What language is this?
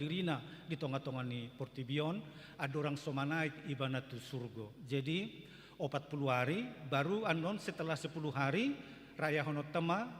Batak Toba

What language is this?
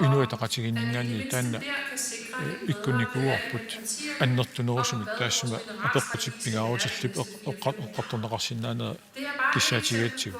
Kalaallisut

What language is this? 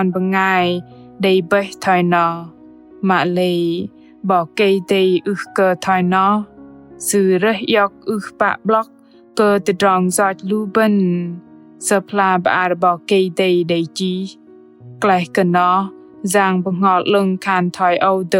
Bahnar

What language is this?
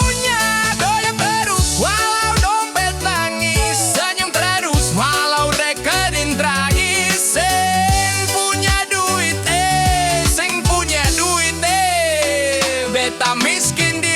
Ambonese Malay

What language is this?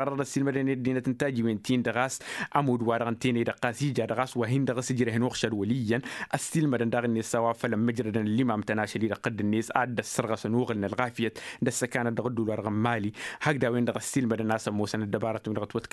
Tamasheq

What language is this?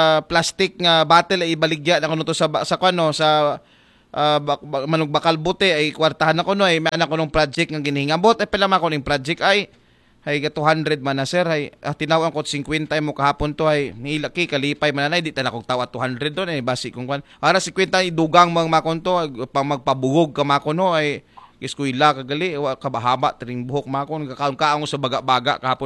Aklanon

